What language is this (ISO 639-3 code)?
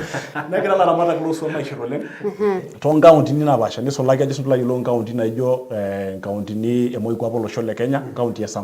mas